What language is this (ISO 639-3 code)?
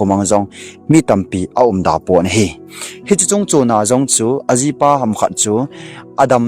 tcz